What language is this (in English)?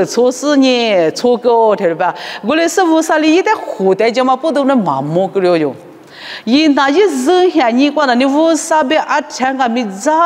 Lisu